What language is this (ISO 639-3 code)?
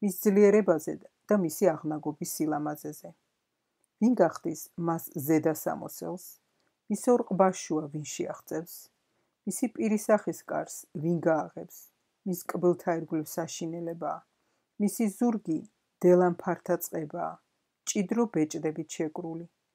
kat